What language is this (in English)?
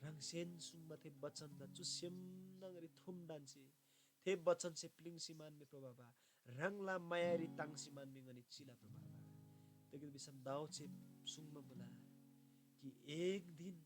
Eastern Tamang